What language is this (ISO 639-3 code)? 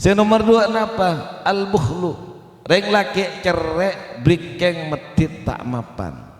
mad